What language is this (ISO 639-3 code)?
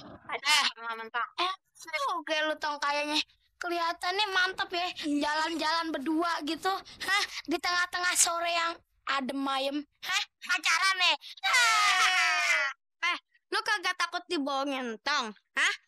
bew